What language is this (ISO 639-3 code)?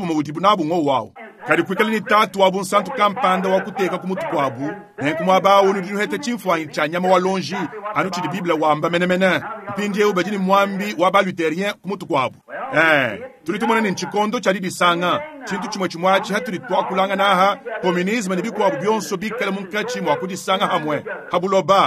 lua